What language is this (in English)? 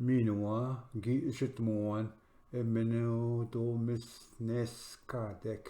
Ojibwa